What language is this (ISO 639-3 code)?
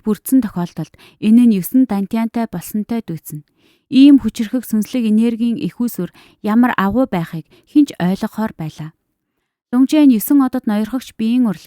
mon